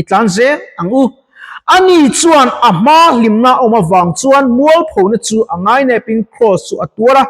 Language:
Mizo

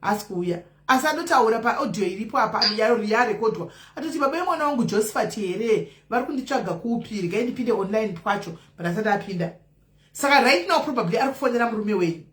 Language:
Shona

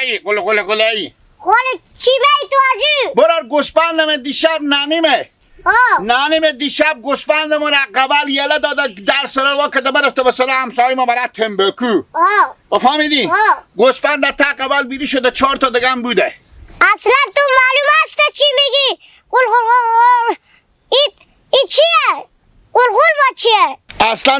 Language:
Hazaragi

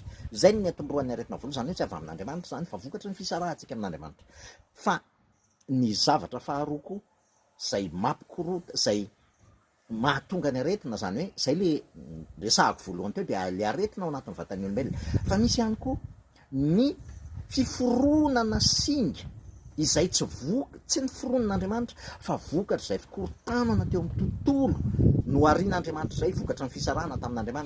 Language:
Malagasy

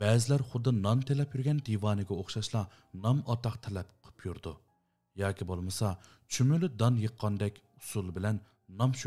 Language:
Uyghur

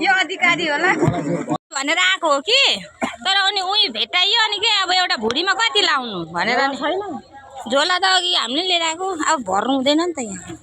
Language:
Nepali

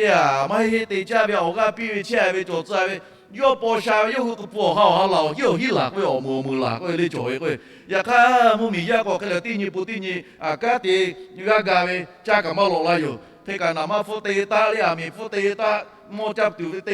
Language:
Lahu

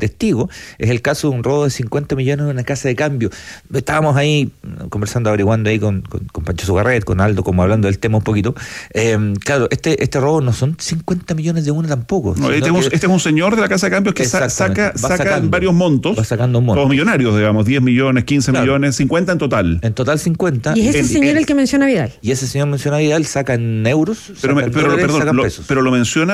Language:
Spanish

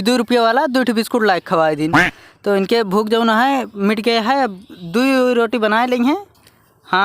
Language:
Awadhi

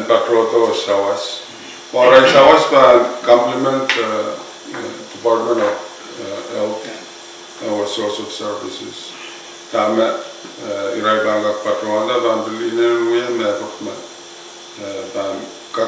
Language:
Pohnpeian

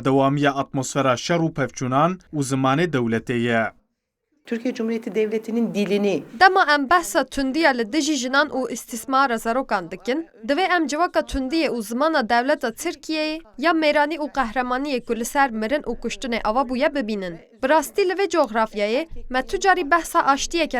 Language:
Kurdish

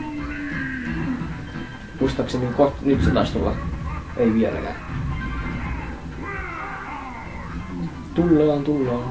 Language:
Finnish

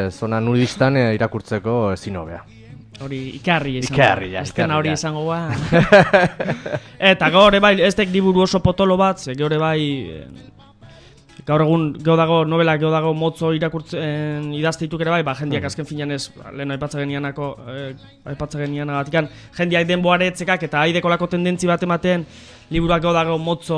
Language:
Basque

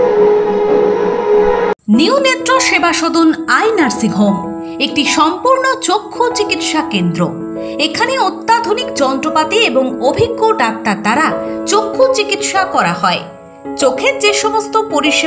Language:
Bangla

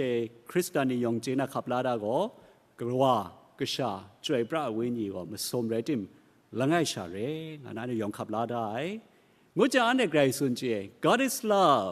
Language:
Kachin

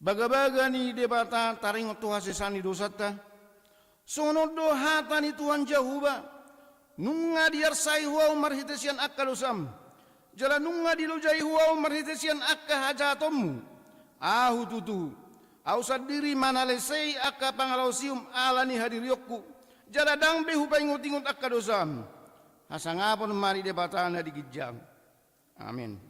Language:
Batak Toba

